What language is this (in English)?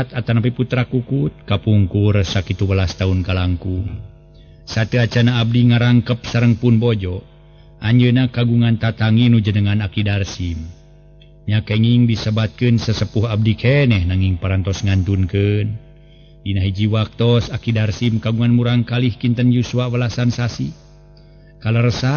Sundanese